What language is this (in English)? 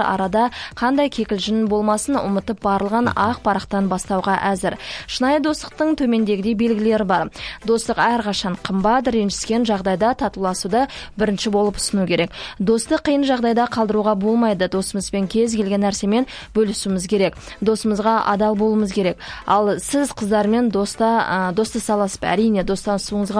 Kazakh